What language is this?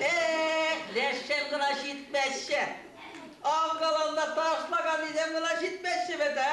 Chuvash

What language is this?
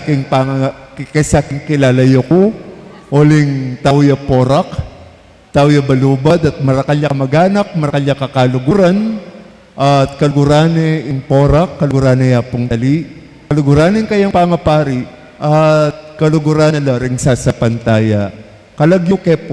Pampanga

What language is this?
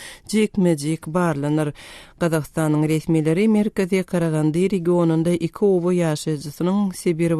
Turkmen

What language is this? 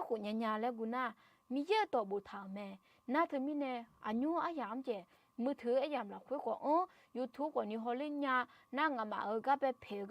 Akha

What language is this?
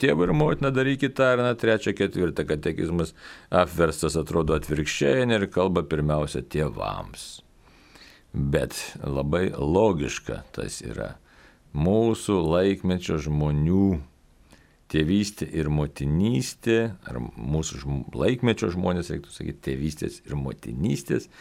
Lithuanian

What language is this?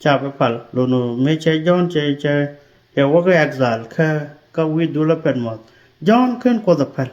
Nuer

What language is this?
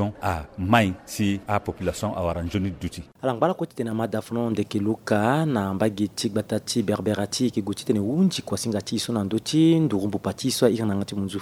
Sango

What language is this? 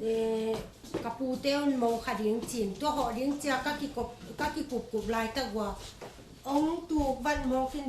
Tedim Chin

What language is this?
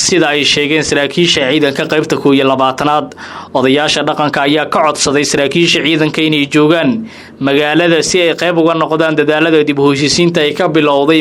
Somali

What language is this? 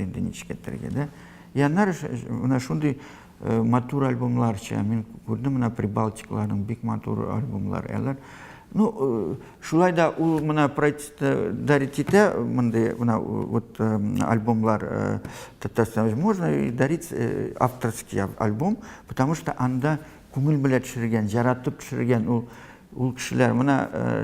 Tatar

